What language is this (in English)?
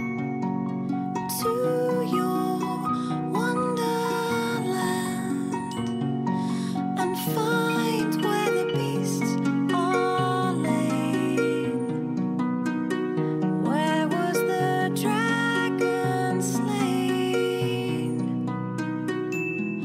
English